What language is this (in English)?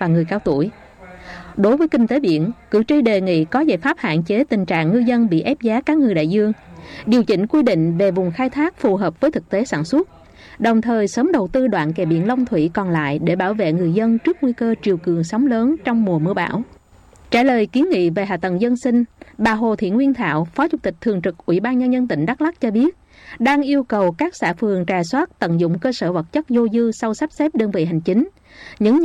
Vietnamese